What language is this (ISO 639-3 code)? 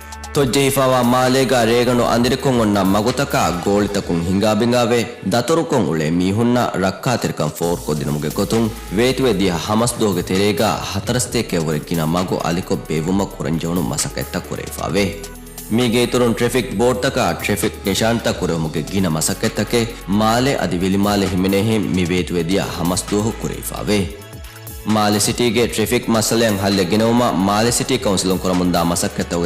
div